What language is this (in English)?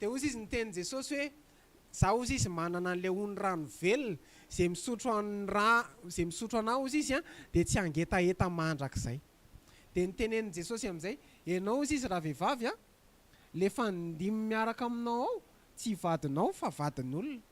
Malagasy